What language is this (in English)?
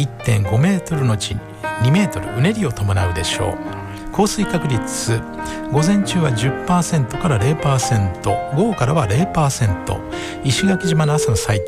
Japanese